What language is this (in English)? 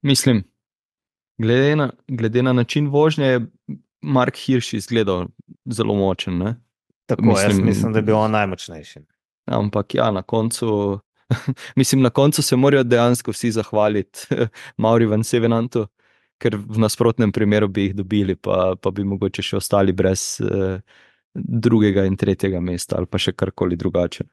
Slovenian